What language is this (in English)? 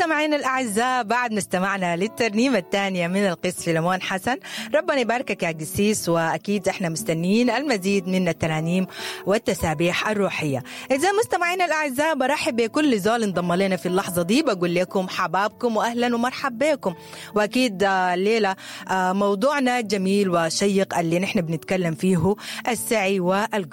Sudanese Arabic